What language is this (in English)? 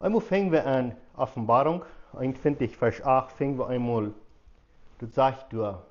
Plautdietsch